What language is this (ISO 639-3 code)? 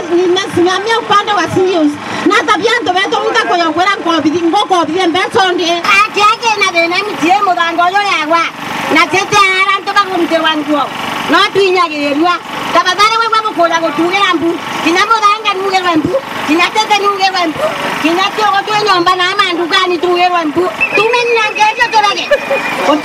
mer